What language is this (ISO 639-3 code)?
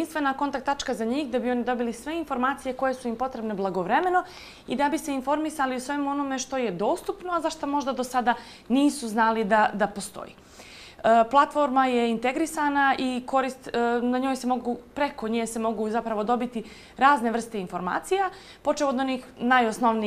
bos